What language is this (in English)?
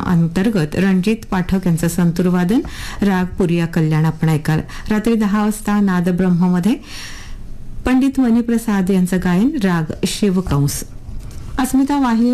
Marathi